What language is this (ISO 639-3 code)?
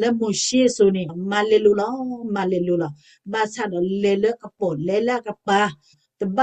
ksw